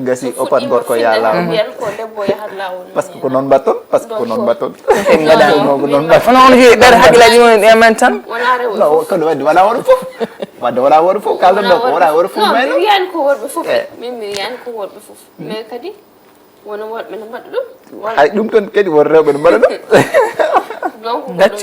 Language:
Fula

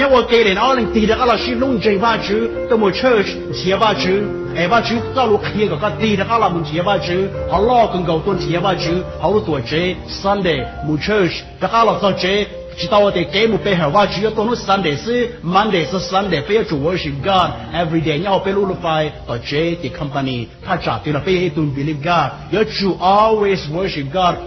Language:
Hmong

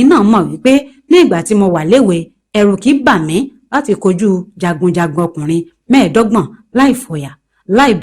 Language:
Yoruba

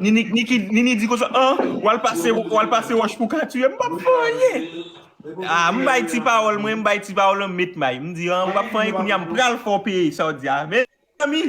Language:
Haitian Creole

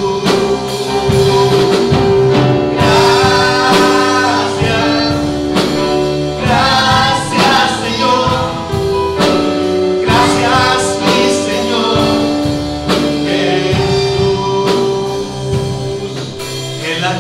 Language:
Spanish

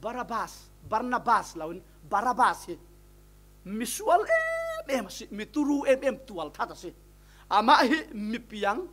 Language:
Falam Chin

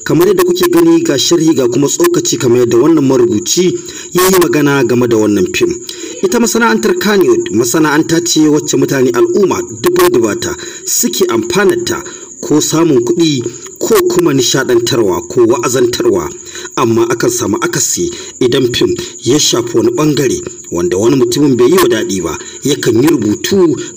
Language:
Hausa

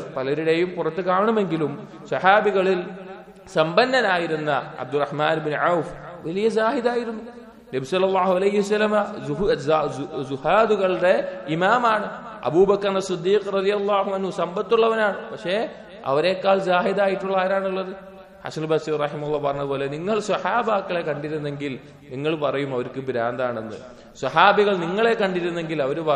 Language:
Malayalam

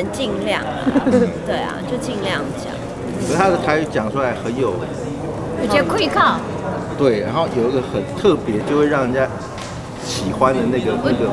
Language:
Chinese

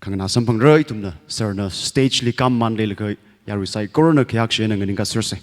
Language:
Tangkhul Naga (India)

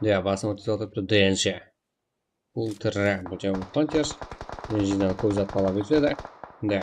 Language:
Kara-Kalpak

